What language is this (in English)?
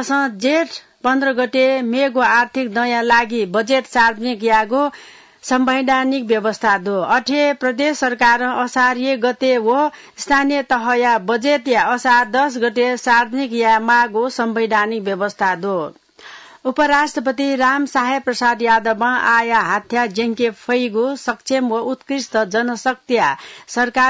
Newari